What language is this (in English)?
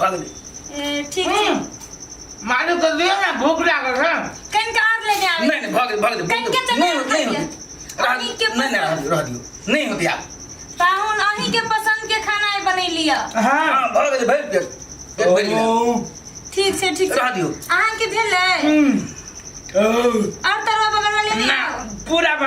Maithili